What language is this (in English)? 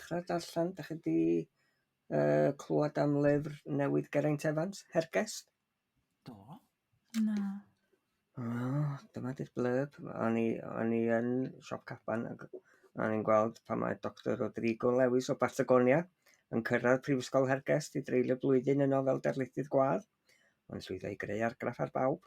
Welsh